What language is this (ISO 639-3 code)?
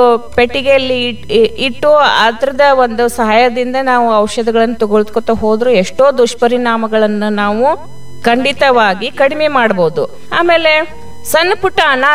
kan